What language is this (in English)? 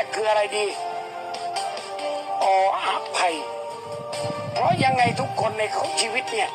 Lao